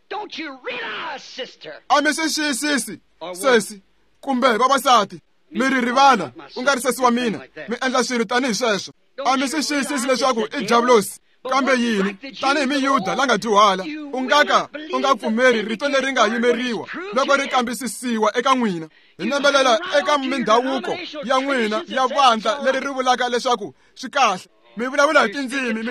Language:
Tsonga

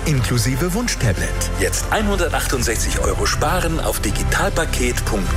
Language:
German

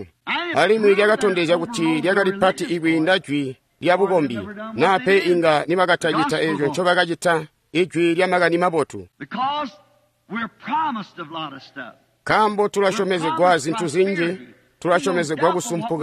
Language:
Tonga (Zambia)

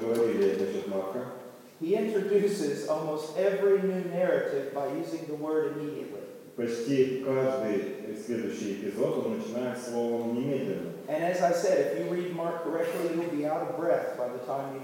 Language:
Russian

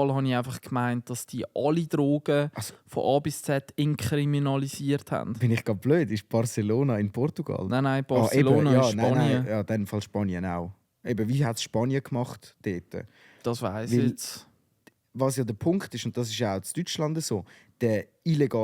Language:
Swiss German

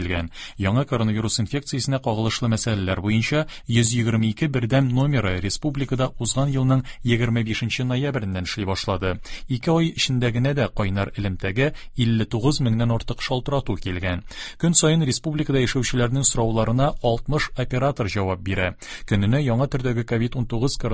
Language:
Tatar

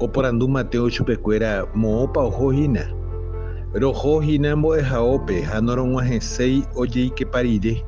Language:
Guarani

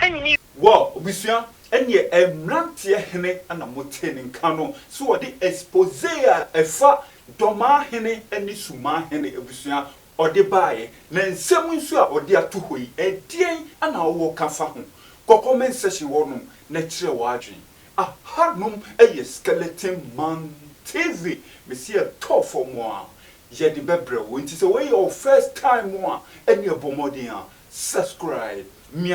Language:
Akan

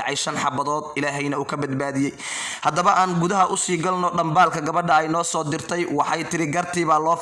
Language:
Somali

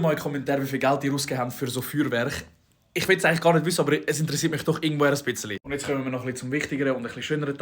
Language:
Swiss German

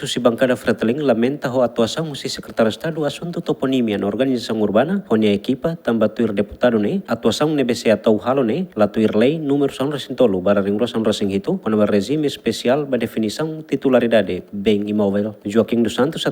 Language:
Tetum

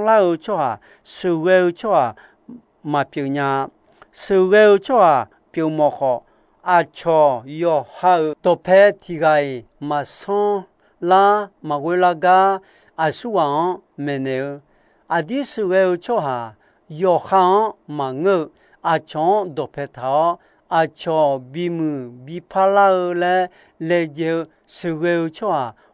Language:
Akha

